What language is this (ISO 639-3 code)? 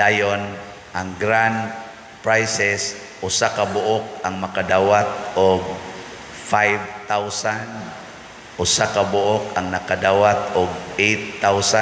ceb